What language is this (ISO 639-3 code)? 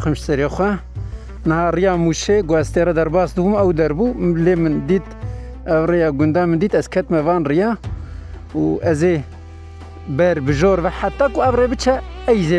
kur